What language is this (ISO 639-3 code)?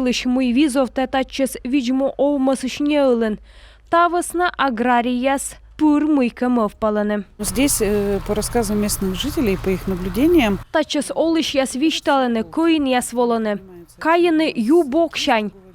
kom